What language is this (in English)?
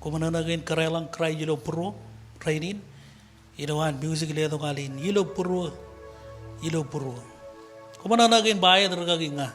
Marshallese